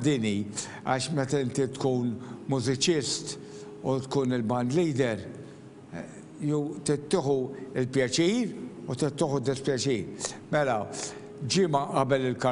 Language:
Maltese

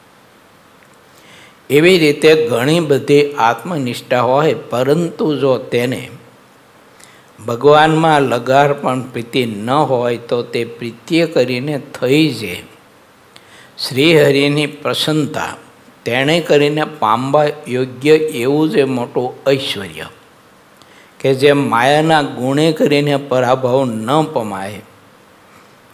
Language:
Gujarati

